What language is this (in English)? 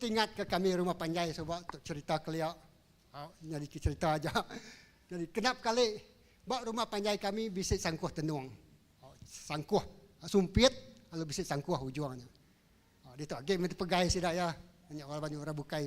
Iban